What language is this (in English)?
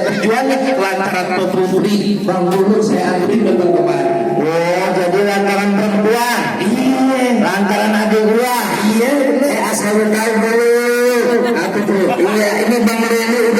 Betawi